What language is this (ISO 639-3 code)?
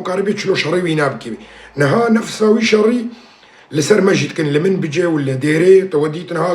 kur